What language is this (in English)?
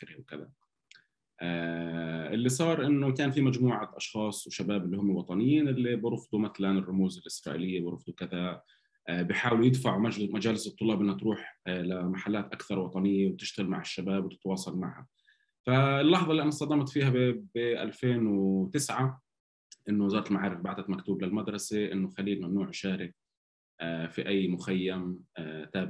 North Levantine Arabic